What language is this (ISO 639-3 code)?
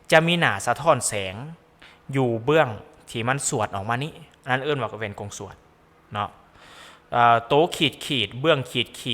lao